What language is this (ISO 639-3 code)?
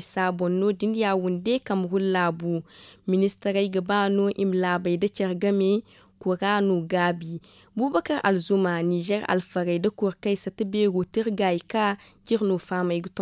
dje